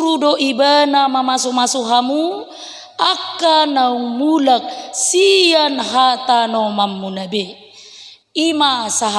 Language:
Batak Toba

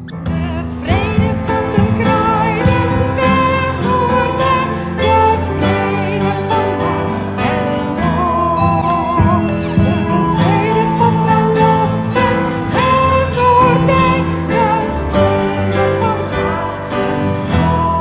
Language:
Western Frisian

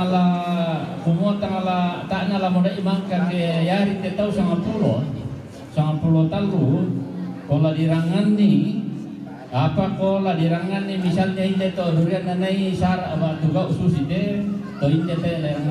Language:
Toraja-Sa'dan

